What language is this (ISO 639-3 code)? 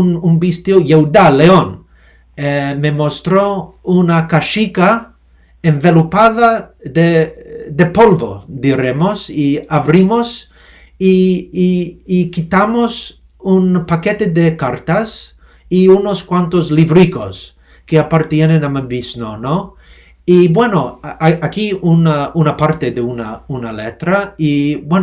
lad